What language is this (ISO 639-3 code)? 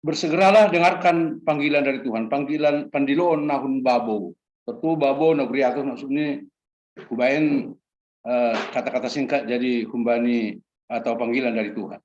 bts